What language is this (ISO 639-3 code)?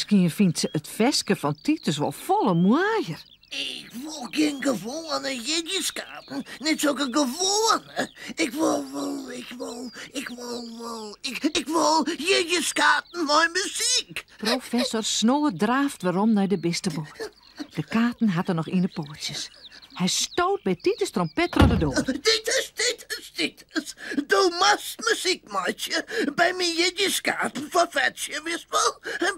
fry